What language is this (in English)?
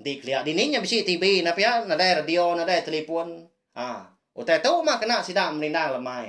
Iban